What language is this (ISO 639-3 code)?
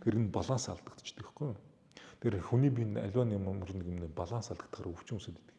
mon